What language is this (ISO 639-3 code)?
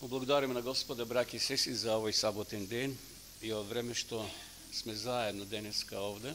mkd